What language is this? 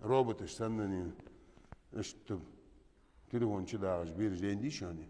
Chechen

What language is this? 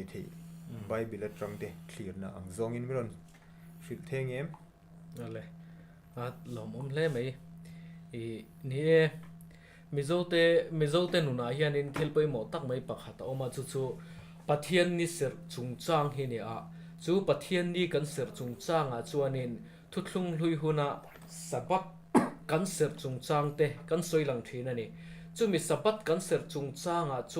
Mizo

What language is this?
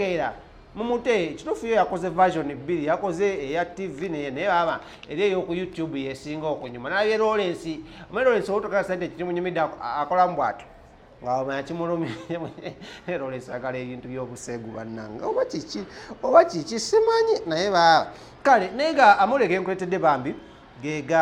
Ganda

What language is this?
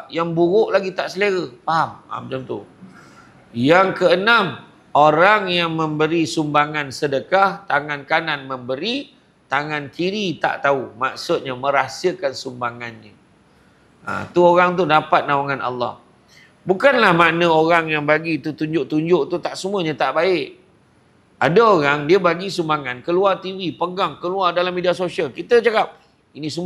Malay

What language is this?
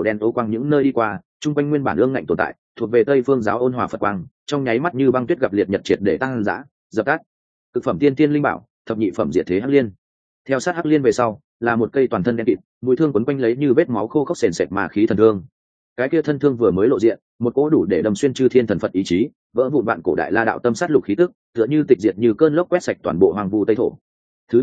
Vietnamese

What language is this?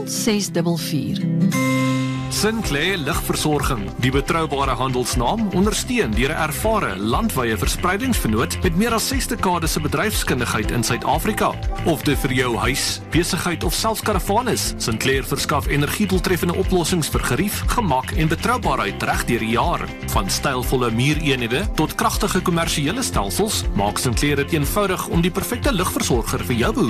Afrikaans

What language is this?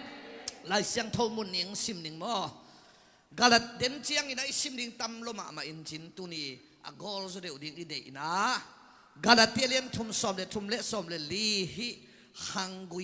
Tedim Chin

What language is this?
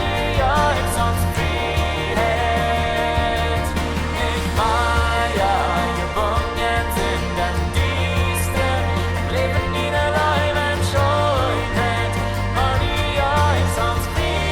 Plautdietsch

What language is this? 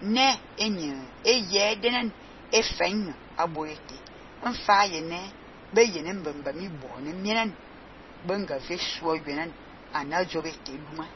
Fang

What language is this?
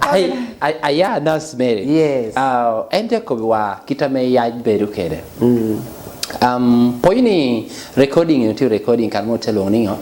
Lango (Uganda)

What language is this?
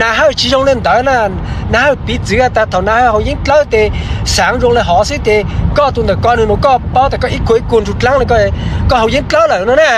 Hmong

